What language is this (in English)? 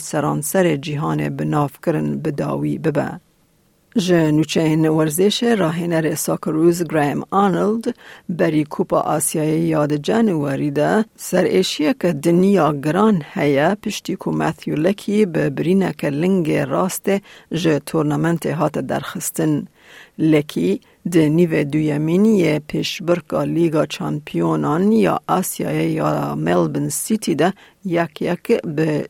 Kurdish